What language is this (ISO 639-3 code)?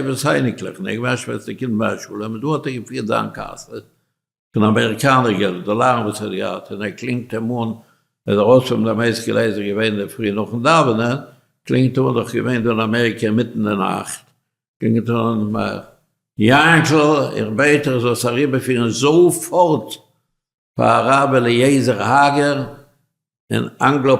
yid